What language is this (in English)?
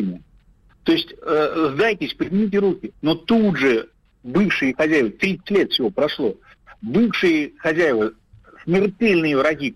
Russian